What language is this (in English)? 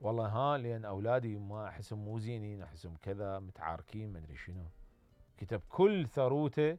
Mesopotamian Arabic